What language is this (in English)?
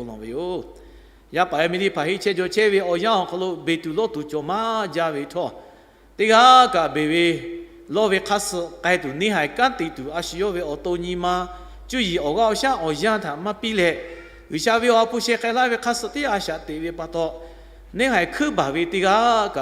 Lahu